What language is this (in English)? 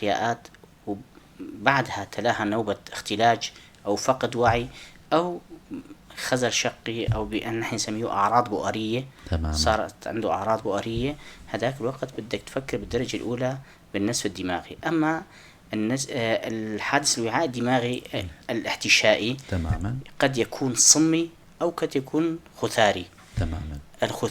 North Levantine Arabic